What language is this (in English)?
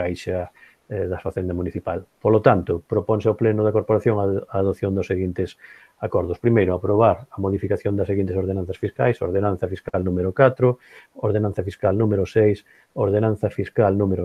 Galician